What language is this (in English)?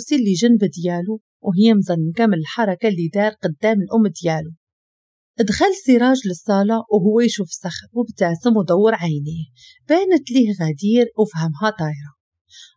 Moroccan Arabic